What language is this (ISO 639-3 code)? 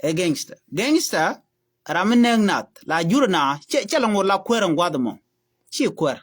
nus